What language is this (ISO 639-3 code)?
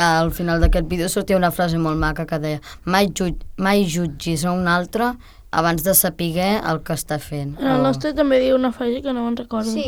cat